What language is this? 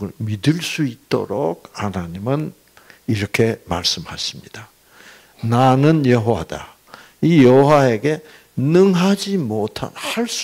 Korean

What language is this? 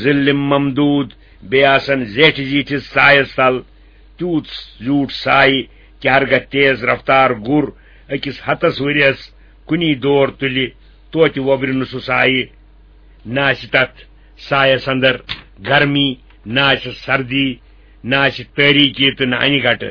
Kashmiri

